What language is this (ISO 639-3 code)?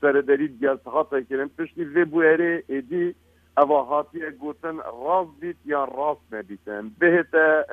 kur